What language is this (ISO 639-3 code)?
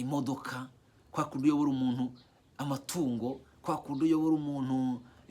kin